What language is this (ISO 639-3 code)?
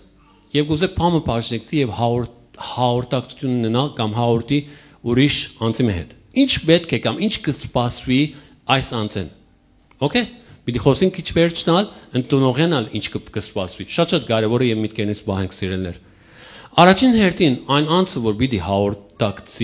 hyw